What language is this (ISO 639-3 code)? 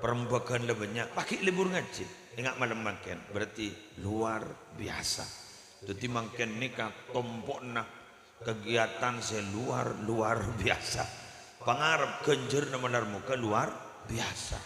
mad